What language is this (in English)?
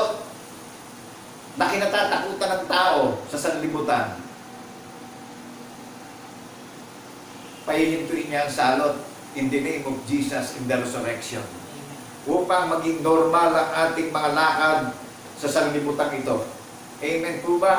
Filipino